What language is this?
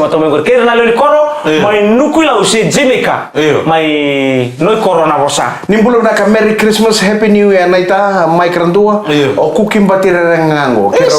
Fijian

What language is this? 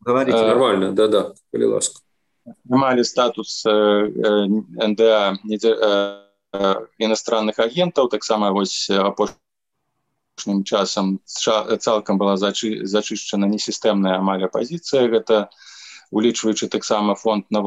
Belarusian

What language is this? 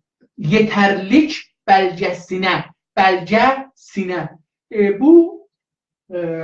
South Azerbaijani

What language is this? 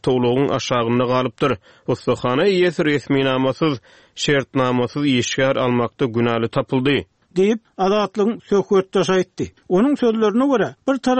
Turkmen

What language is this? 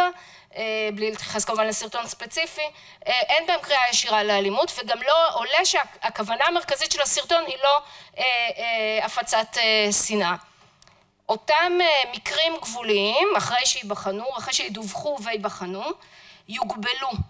Hebrew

